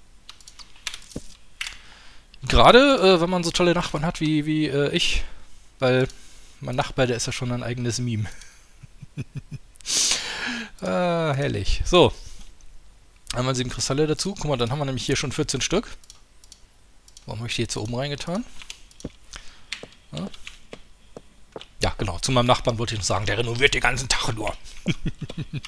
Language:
German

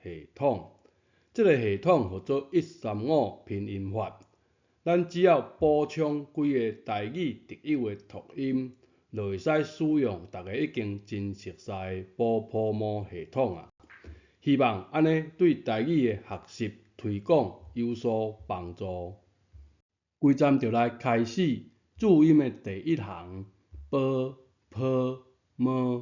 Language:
Min Nan Chinese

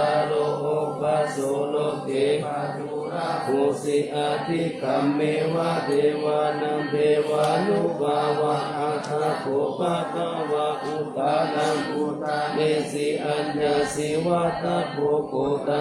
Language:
Pali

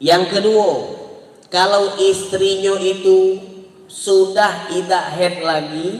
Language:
Musi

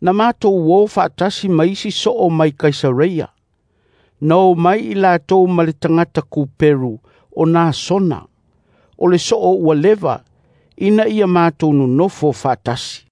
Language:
Samoan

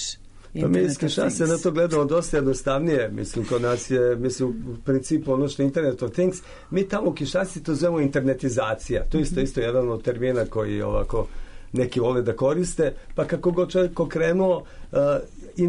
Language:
Serbian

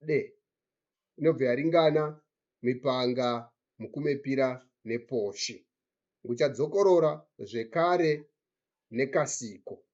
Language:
Shona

